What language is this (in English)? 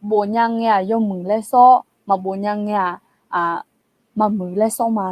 Akha